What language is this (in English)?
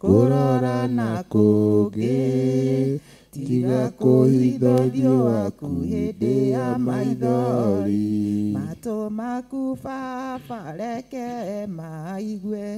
Kikuyu